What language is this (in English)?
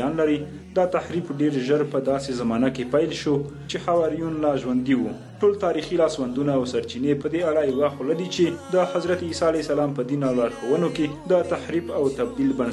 Pashto